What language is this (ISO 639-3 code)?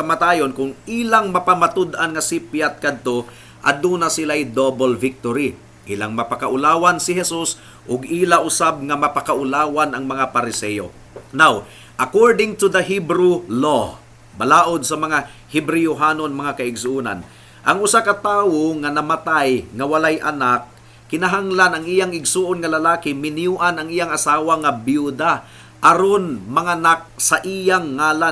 ceb